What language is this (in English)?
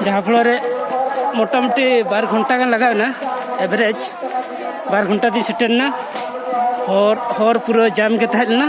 Santali